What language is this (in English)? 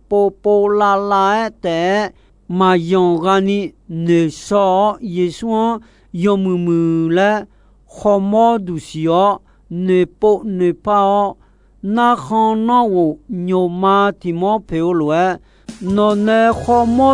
Akha